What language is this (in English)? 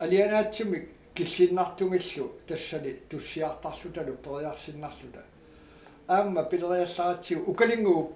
Kalaallisut